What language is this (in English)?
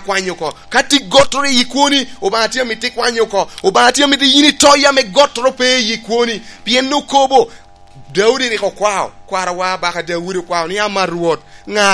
Lango (Uganda)